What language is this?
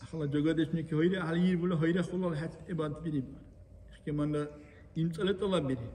Dargwa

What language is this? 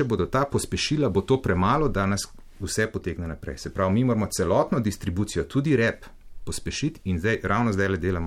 Slovenian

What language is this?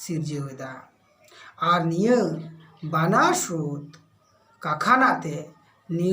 Santali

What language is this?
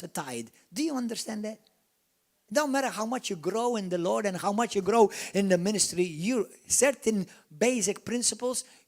English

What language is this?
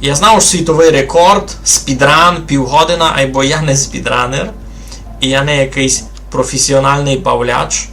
Rusyn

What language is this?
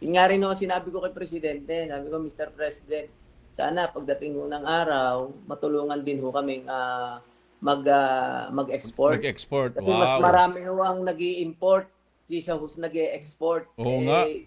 Filipino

